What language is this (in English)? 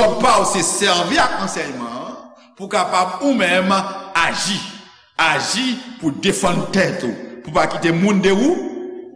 Haitian Creole